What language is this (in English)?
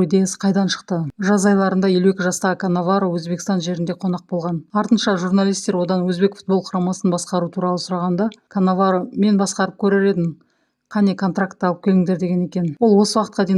Kazakh